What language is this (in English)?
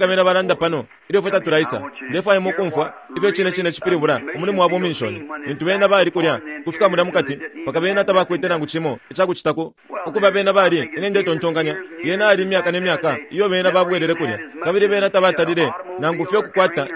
Bemba